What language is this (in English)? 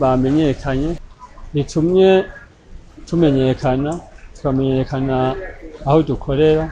Rundi